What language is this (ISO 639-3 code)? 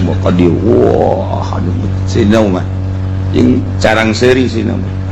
sun